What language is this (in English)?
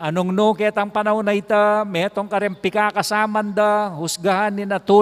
Pampanga